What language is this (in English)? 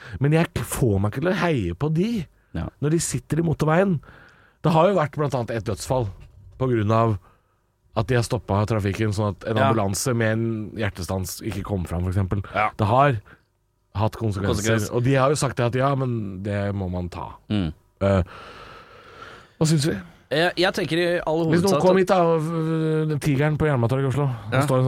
Norwegian